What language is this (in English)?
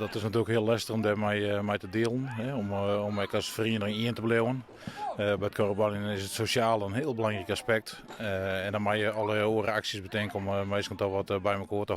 Western Frisian